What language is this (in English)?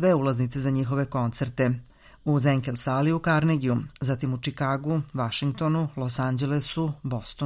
Serbian